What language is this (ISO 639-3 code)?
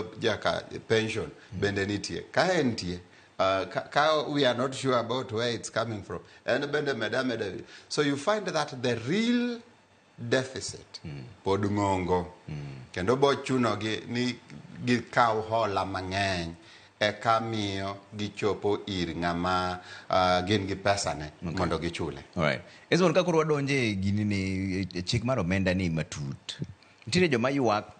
luo